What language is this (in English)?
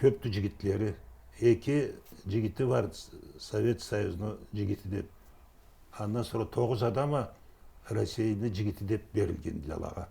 Karachay-Balkar